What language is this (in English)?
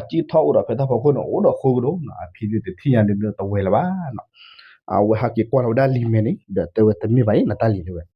S'gaw Karen